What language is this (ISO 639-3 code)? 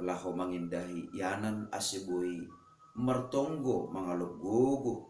bts